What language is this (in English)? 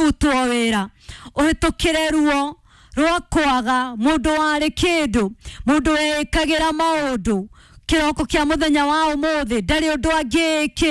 Kikuyu